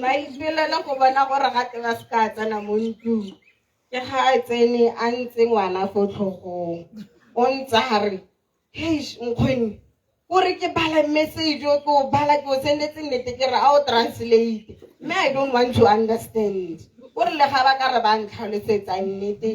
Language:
Tswana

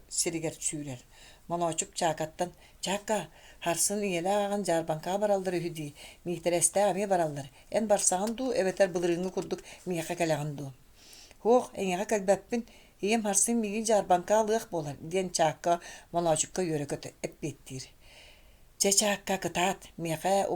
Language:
Yakut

